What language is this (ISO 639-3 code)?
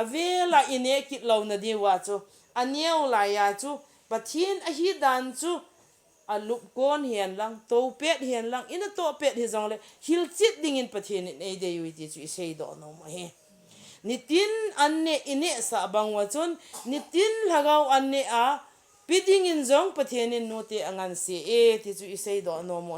tcz